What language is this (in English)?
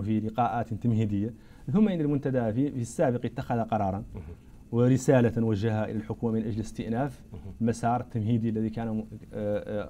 Arabic